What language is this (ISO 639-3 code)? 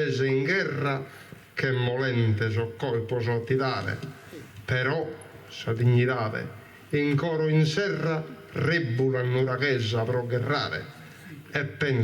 srd